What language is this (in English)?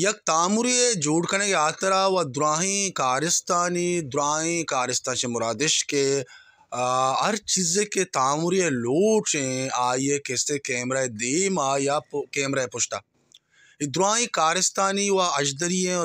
Baluchi